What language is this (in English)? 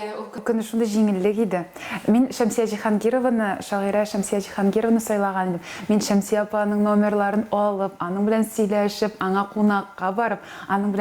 Tatar